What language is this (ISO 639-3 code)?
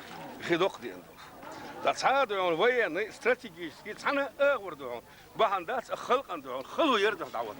che